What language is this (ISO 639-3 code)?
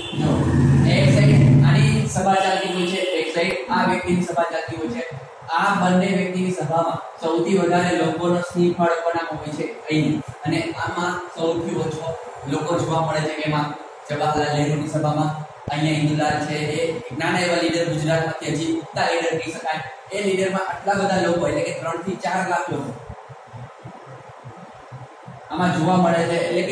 guj